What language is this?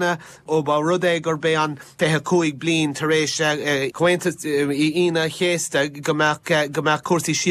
Irish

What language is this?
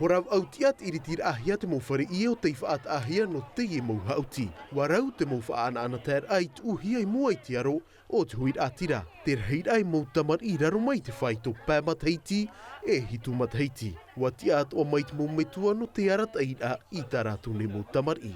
Tahitian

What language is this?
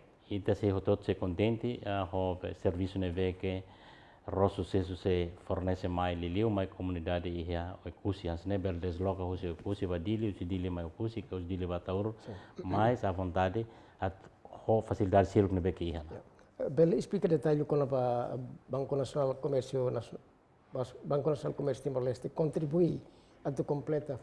Tetum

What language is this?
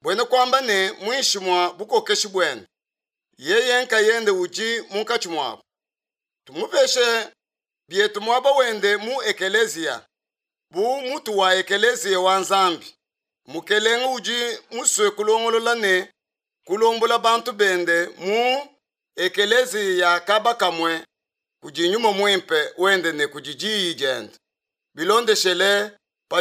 Luba-Lulua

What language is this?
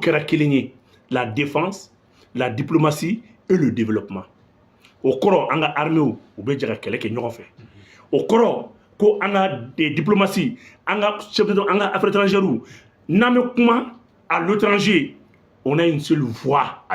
Bambara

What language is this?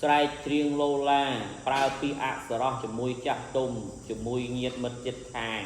Khmer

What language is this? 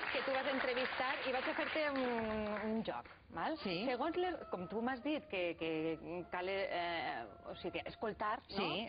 Catalan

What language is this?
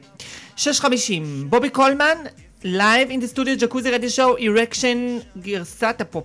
Hebrew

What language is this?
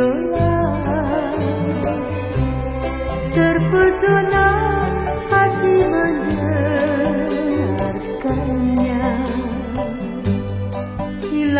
Malay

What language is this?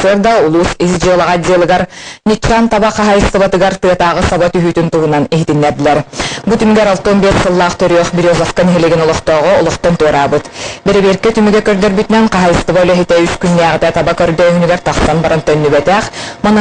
Yakut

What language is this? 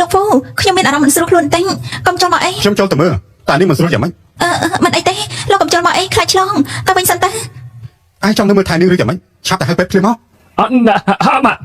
Khmer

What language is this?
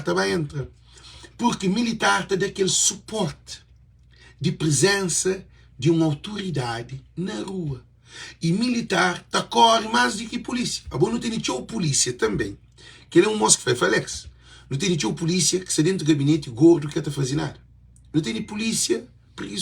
Kabuverdianu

